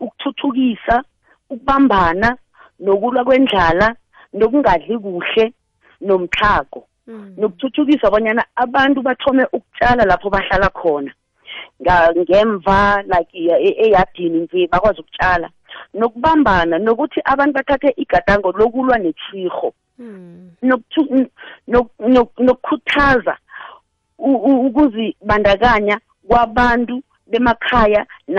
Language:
South Ndebele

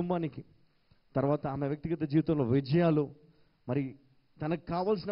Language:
Telugu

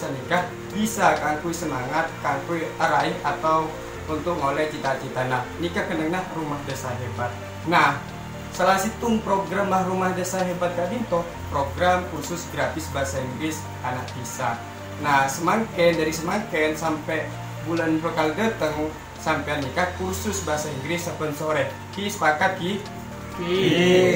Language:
Madurese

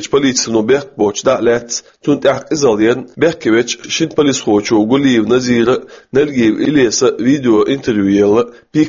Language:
Chechen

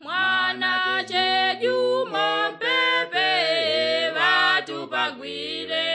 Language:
Yao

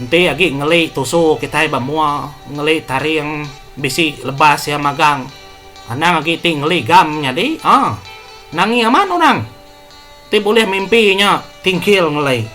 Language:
Iban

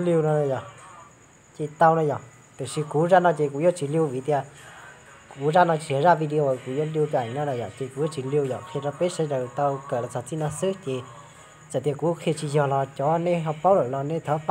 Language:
Hmong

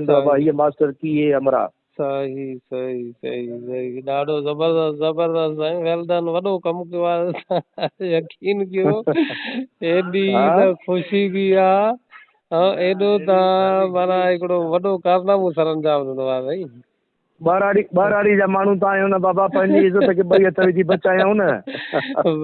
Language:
Sindhi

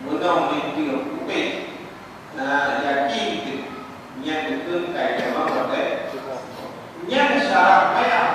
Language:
Achinese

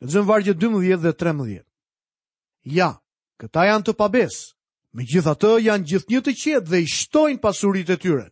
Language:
Albanian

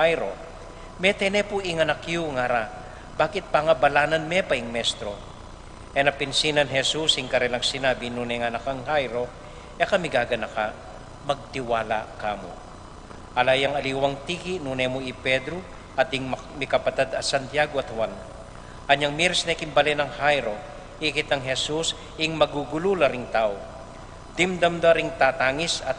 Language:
Pampanga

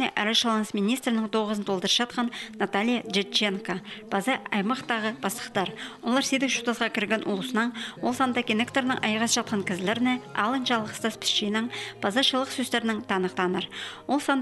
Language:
Khakas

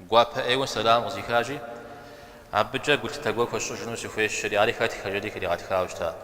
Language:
Kabardian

